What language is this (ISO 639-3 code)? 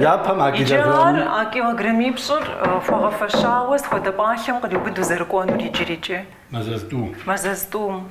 kbd